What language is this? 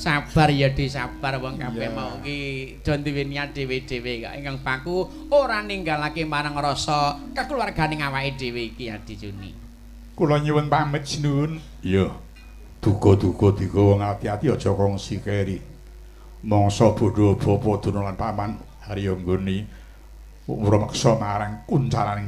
Javanese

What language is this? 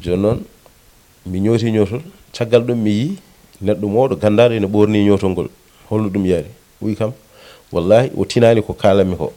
Fula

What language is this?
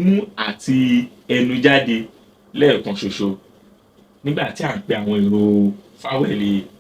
Yoruba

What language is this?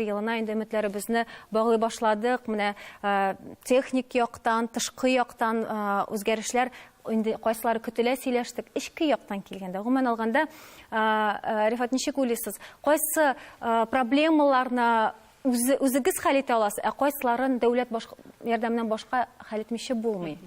Tatar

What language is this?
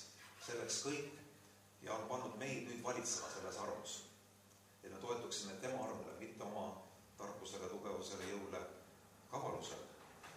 Estonian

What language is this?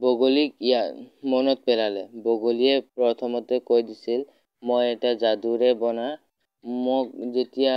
Assamese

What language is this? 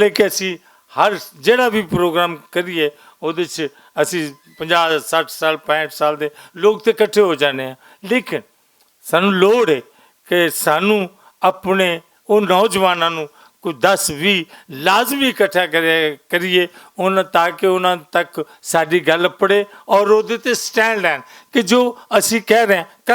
Western Panjabi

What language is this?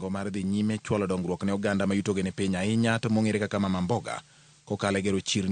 Luo (Kenya and Tanzania)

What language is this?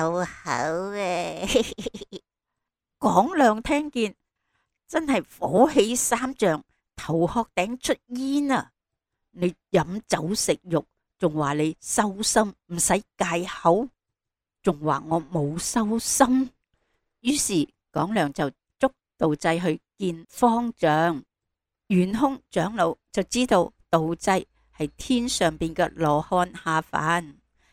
Cantonese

